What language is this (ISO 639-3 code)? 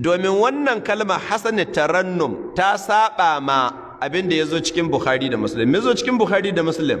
hau